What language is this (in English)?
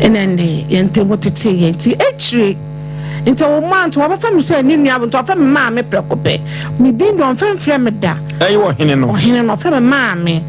Akan